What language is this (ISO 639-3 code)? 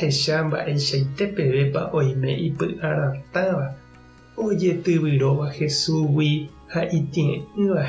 grn